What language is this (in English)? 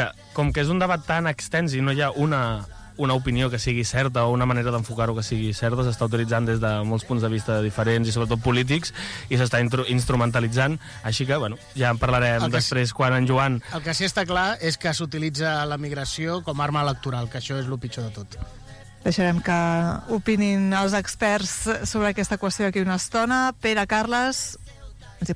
Catalan